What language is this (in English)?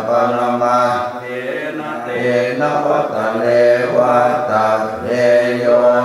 Pali